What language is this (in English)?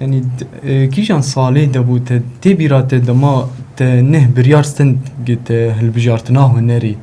Kurdish